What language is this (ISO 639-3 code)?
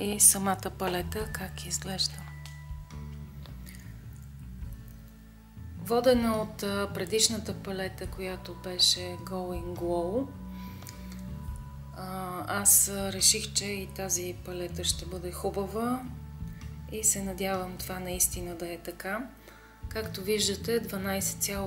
bul